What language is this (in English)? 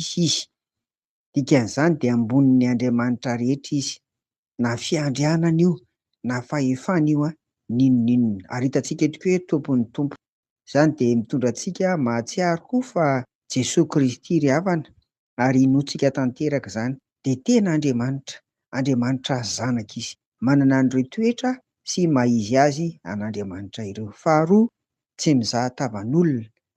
Malagasy